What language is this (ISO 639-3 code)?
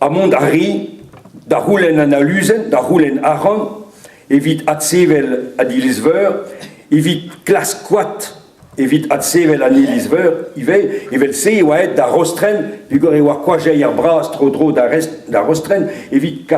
bre